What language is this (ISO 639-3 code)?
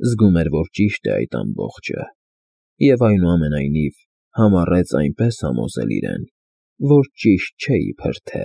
hye